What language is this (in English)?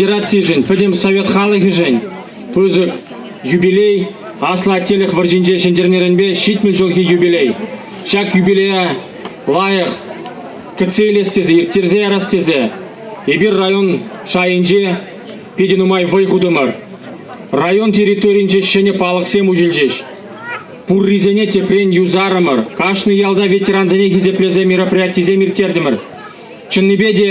Chuvash